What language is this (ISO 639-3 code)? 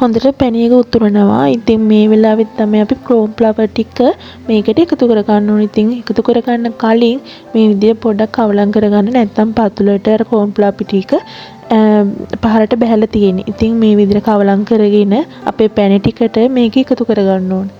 sin